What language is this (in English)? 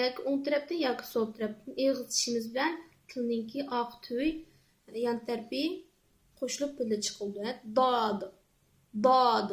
Uyghur